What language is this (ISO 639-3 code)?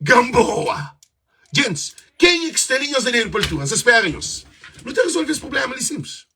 kea